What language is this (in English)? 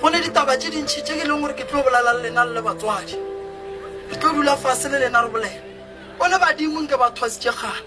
Northern Sotho